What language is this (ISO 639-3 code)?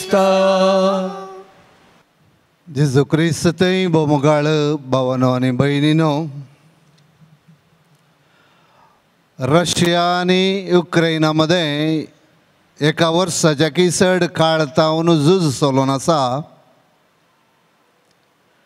kok